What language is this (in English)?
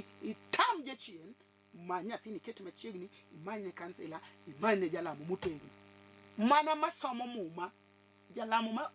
Luo (Kenya and Tanzania)